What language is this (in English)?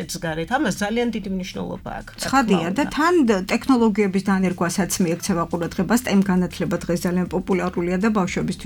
Georgian